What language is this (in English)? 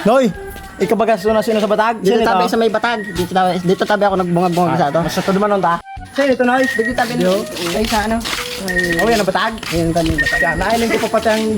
Bikol